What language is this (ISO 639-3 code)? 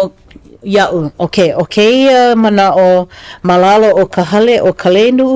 haw